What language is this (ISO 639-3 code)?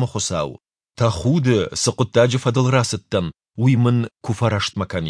oss